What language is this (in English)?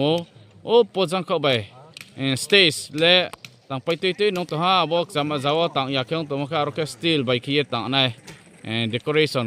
Riang (India)